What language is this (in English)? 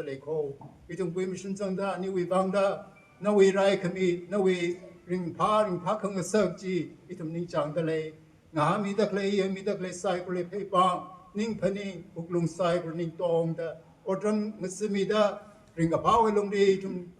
Tangkhul Naga (India)